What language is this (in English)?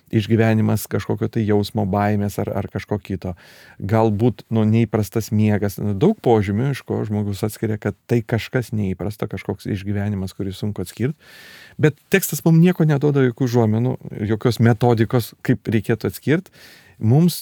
Lithuanian